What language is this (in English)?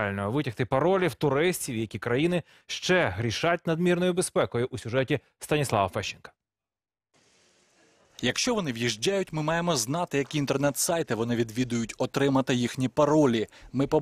Ukrainian